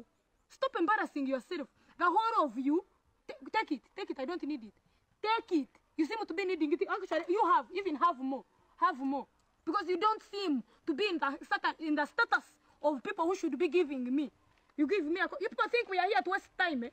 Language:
Nigerian Pidgin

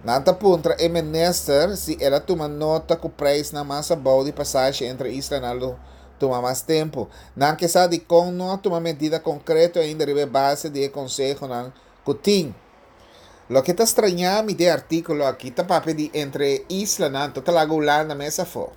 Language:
Papiamento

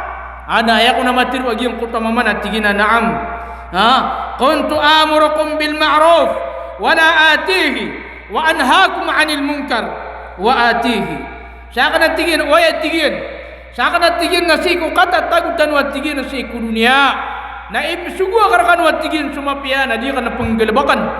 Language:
Maranao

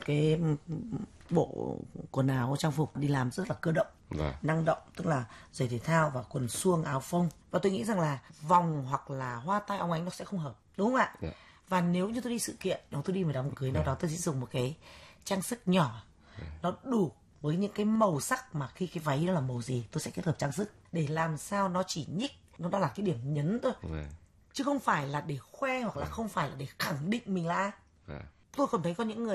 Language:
Vietnamese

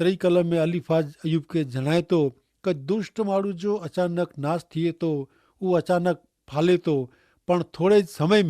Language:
Kachhi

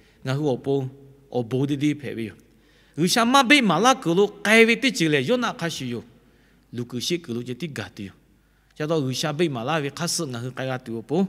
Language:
Lahu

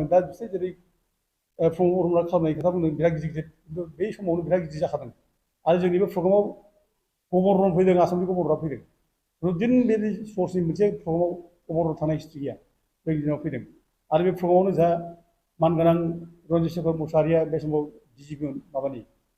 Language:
Bodo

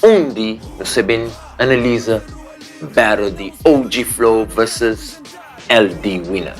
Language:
Kabuverdianu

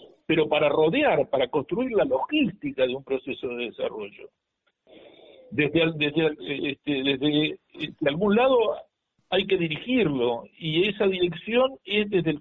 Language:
Spanish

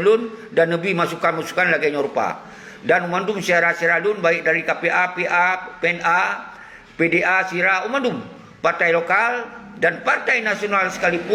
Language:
Achinese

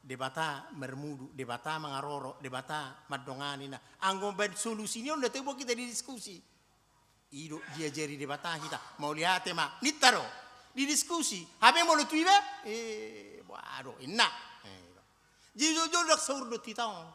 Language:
Batak Toba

